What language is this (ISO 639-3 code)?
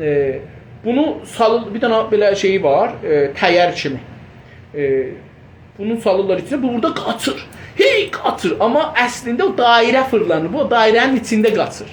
azb